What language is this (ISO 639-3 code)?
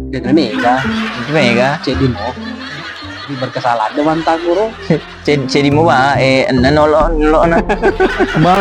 bug